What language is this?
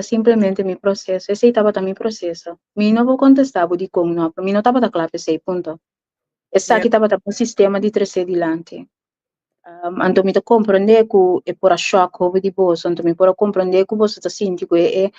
Papiamento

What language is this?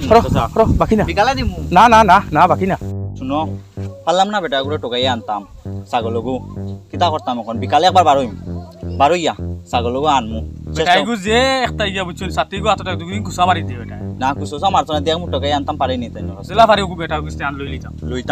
Sylheti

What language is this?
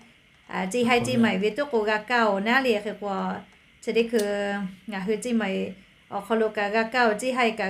Lahu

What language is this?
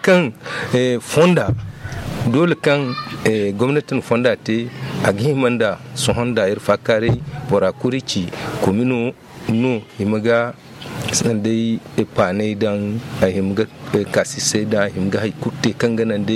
Zarma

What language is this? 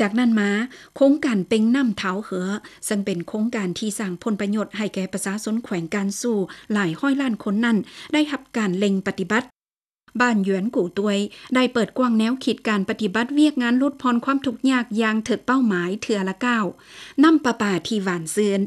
Lao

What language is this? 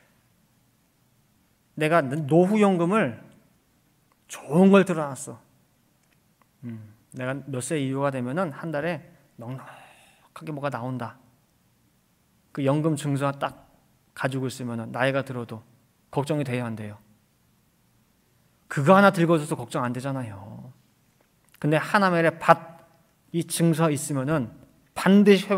Korean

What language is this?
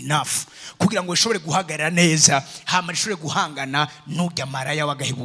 Rundi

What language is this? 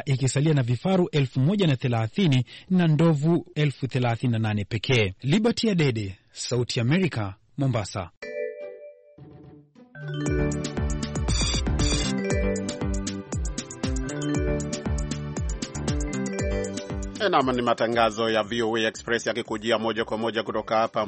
Swahili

